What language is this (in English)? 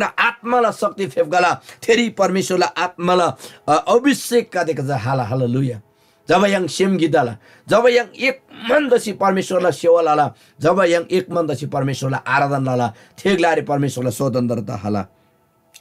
Eastern Tamang